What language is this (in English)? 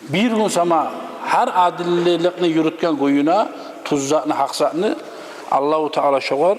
Kumyk